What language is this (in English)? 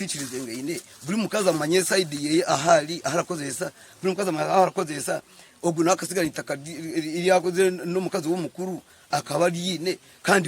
Nyankole